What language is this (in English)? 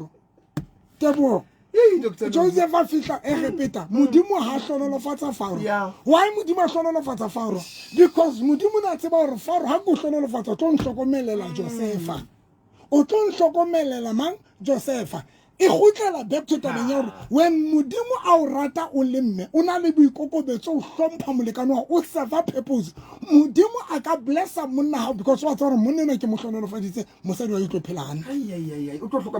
Southern Sotho